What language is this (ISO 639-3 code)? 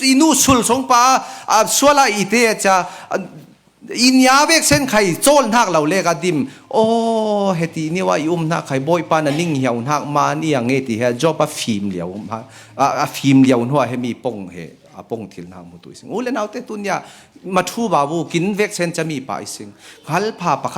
cfm